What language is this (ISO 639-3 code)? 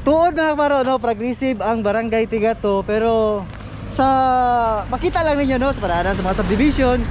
ceb